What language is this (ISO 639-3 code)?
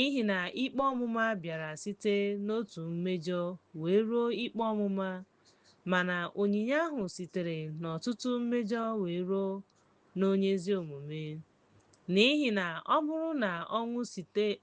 ibo